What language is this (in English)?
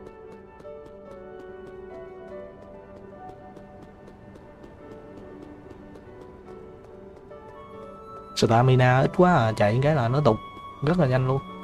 Vietnamese